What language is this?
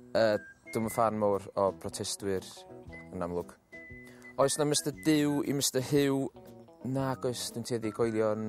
Welsh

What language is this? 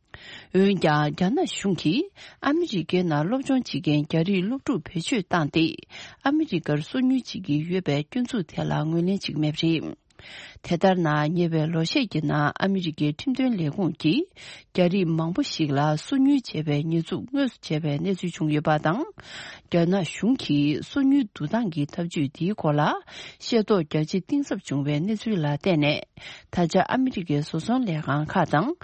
Tibetan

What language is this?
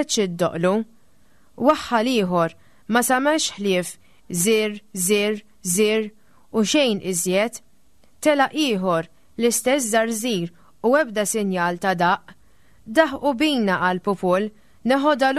Maltese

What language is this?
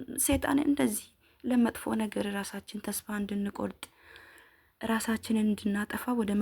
Amharic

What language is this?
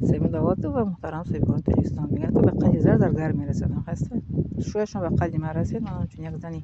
Tajik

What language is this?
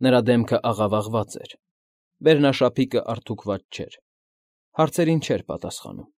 Armenian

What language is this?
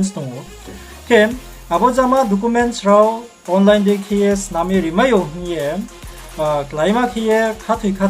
Riang (India)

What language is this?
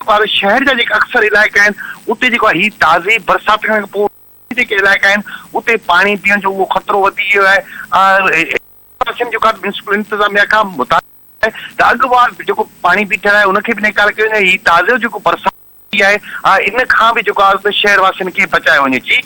Sindhi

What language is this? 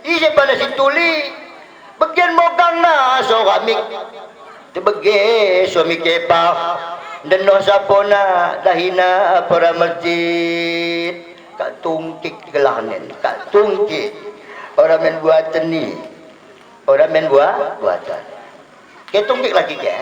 Batak Dairi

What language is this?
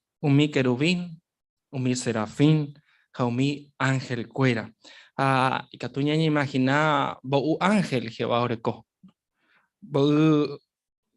Guarani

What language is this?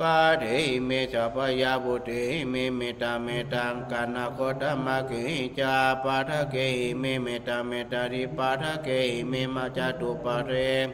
Pali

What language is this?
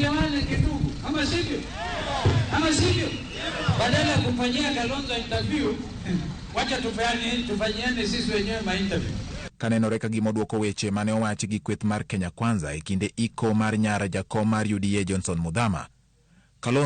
Luo (Kenya and Tanzania)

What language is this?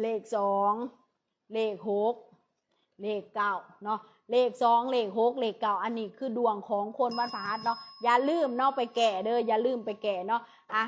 Lao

